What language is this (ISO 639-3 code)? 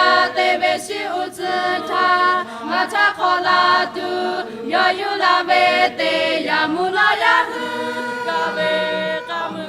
lhu